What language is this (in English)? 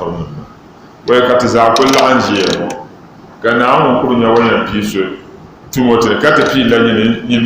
Dagbani